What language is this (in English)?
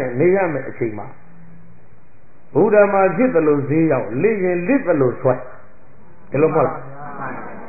Burmese